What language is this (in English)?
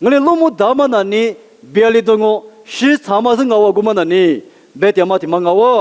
Lisu